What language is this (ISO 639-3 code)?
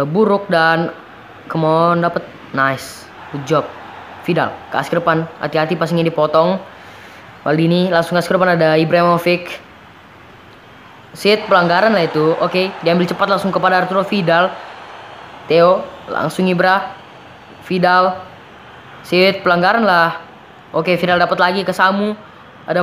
ind